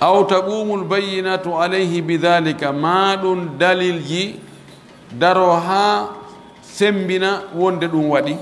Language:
Pular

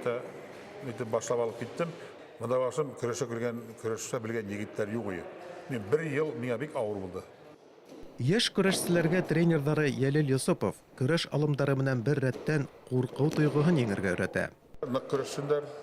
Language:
Bashkir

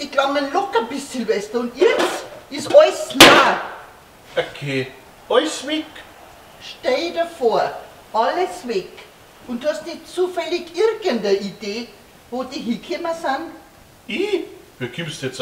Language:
Bavarian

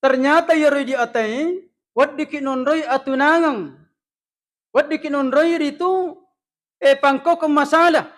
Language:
Buginese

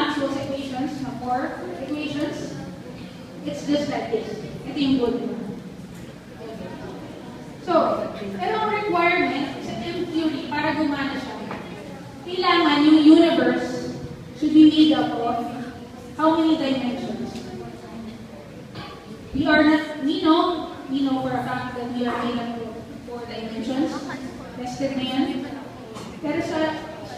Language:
Filipino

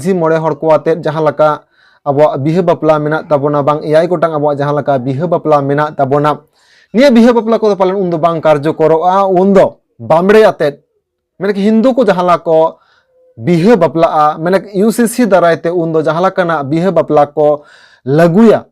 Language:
Santali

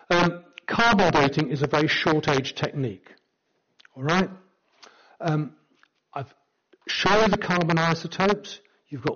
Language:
English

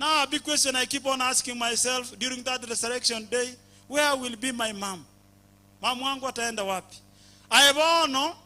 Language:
Gusii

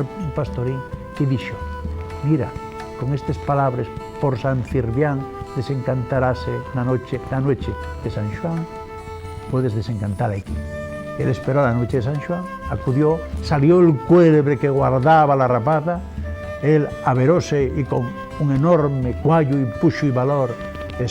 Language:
Asturian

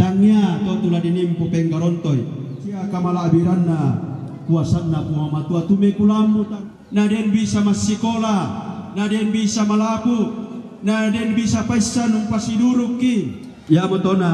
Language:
Toraja-Sa'dan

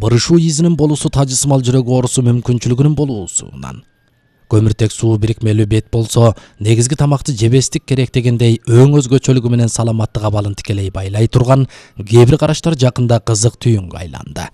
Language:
Kyrgyz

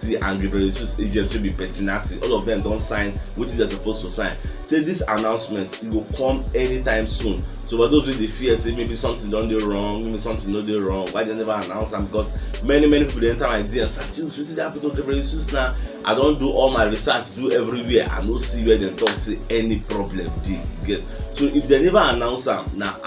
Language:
Nigerian Pidgin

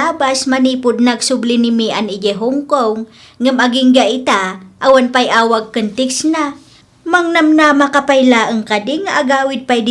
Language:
Iloko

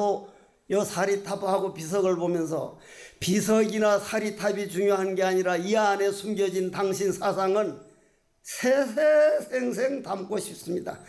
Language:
Korean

